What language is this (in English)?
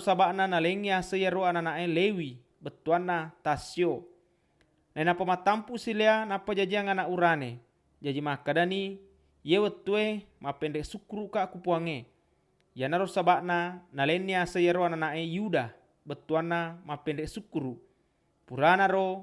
Buginese